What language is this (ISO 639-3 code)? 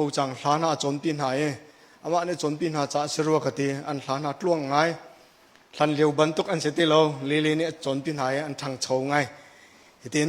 cnh